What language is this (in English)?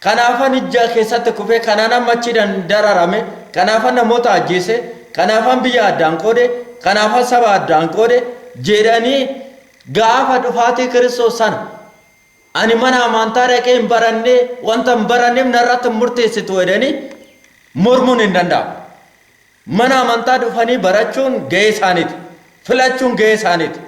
Oromo